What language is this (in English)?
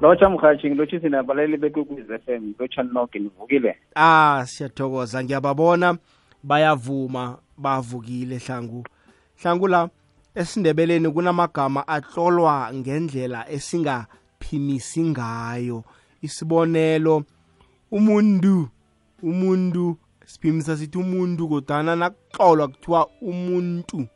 South Ndebele